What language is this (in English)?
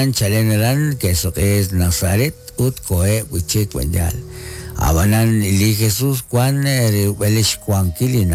Kekchí